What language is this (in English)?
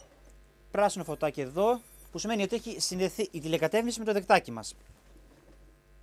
Greek